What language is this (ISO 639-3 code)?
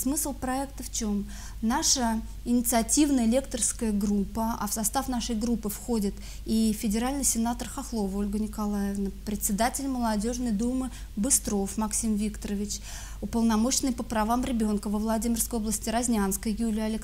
rus